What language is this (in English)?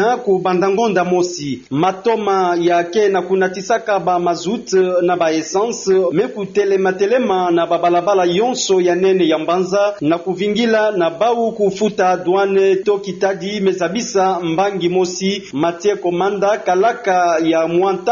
Kituba (Democratic Republic of Congo)